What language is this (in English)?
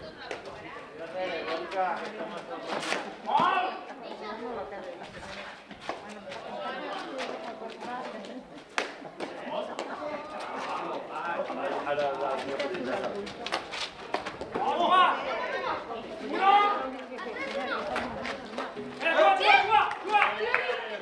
Catalan